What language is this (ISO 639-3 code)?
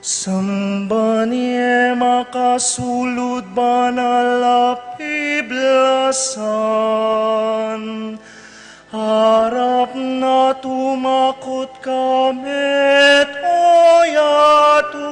pam